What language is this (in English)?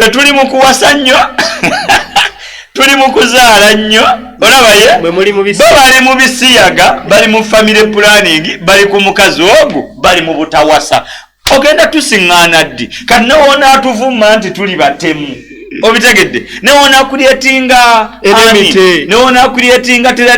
Ganda